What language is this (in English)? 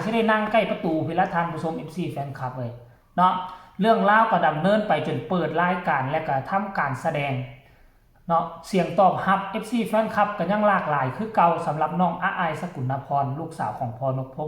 Northeastern Thai